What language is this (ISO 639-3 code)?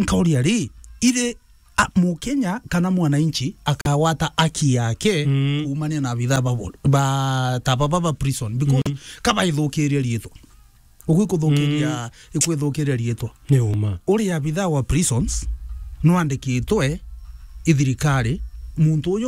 mer